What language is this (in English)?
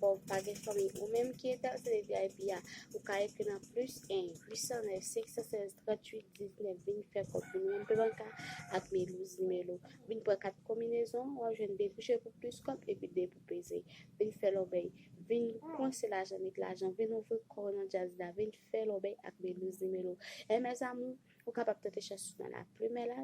Haitian Creole